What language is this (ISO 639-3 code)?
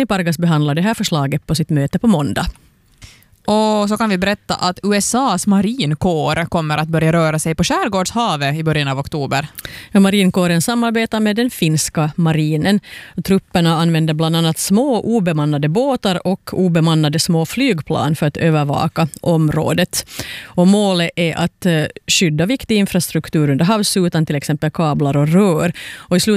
swe